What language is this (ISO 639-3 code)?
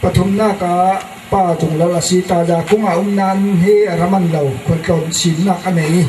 cfm